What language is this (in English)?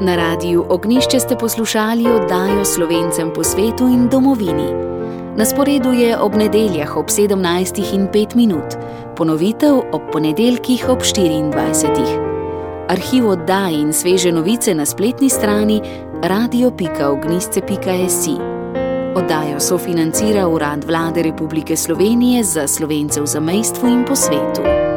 Slovenian